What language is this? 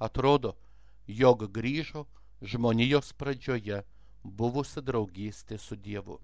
Lithuanian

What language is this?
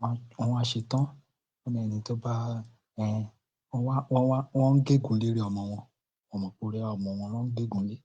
Yoruba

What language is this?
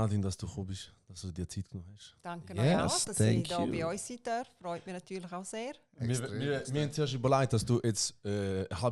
Swiss German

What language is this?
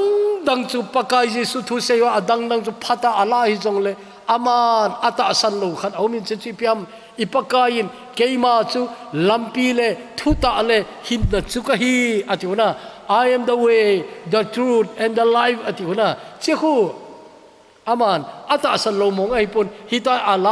Thado Chin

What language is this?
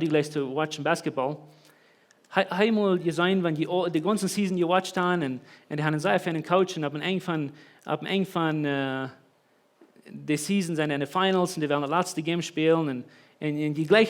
Plautdietsch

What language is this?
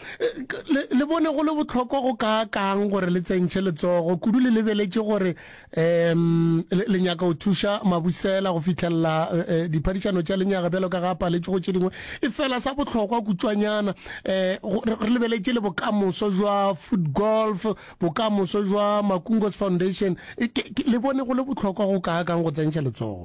Northern Sotho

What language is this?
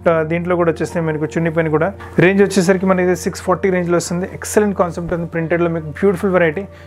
Telugu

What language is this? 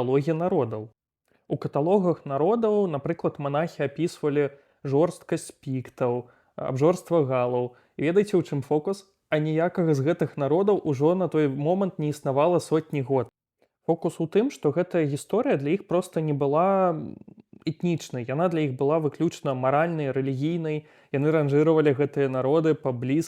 Belarusian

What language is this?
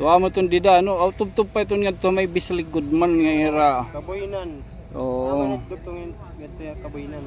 Waray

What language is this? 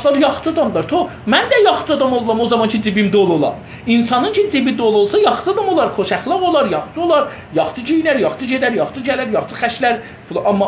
South Azerbaijani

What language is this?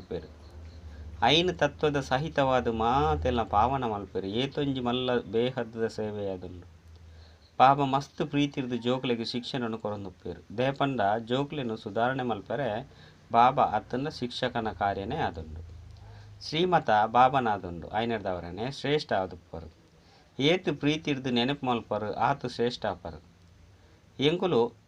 Tulu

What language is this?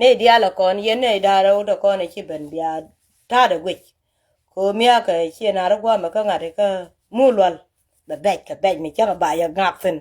Nuer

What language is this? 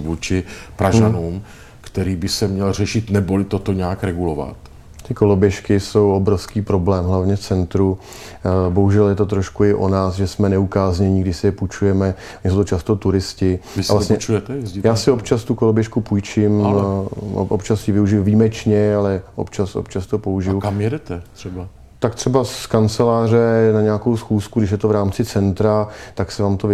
Czech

